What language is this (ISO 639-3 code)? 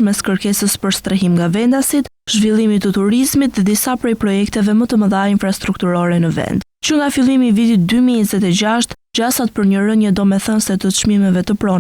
sqi